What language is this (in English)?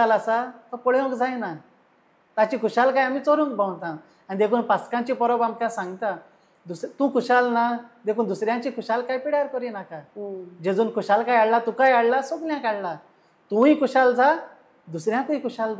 Konkani